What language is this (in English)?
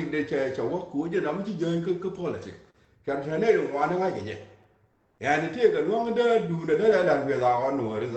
Nuer